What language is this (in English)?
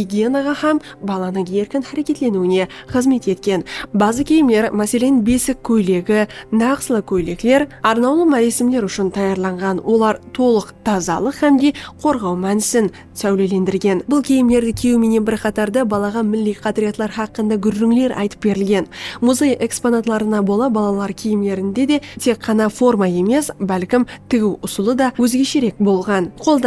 Kara-Kalpak